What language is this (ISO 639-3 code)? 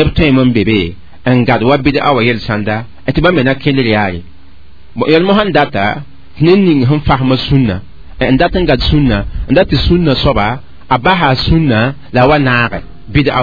mos